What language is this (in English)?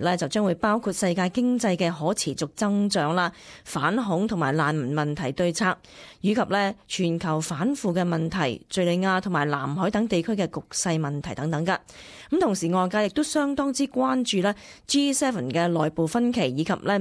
Cantonese